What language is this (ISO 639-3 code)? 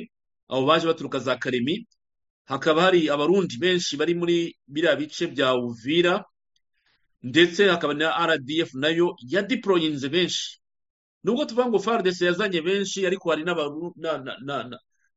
kin